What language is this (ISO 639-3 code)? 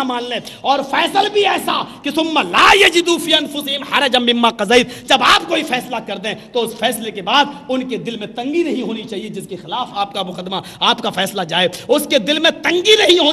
urd